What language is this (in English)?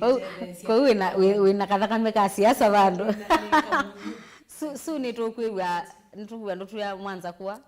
Kamba